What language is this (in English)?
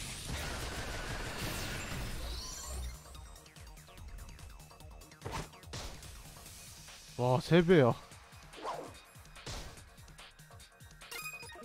Korean